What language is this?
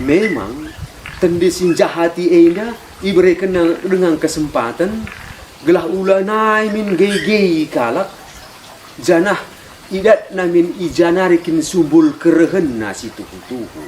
Batak Karo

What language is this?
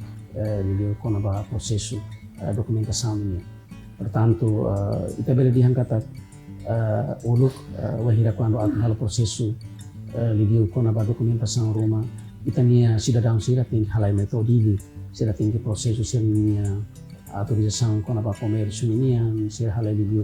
Tetum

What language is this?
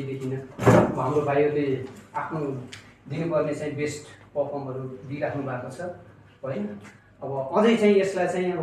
Nepali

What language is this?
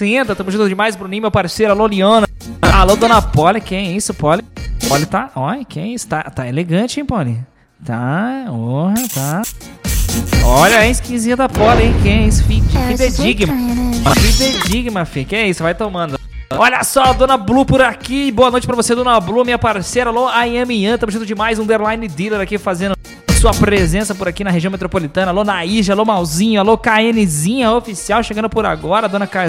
Portuguese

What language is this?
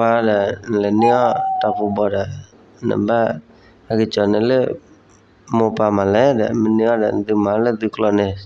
S'gaw Karen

